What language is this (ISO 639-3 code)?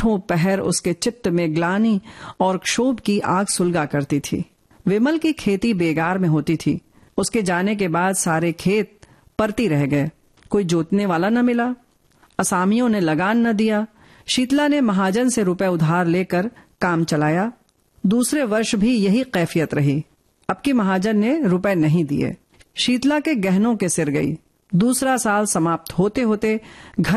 hin